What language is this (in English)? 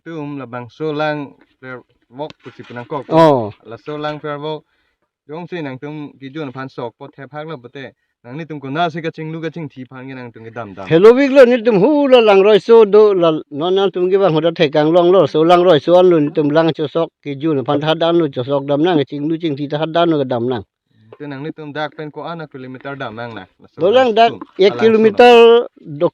Karbi